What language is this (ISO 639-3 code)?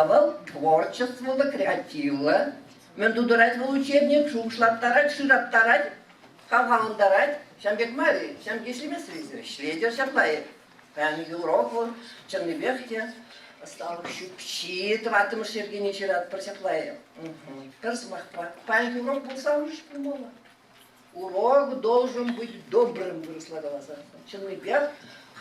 chv